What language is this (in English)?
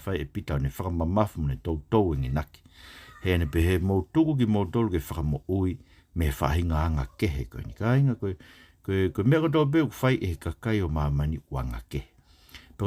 Tongan